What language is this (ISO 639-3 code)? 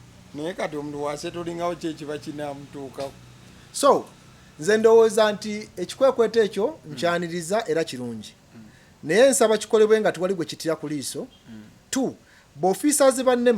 lug